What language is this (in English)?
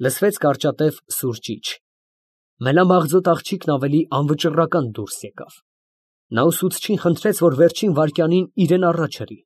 Armenian